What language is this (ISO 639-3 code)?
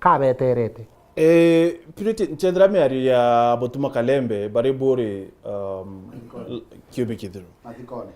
mer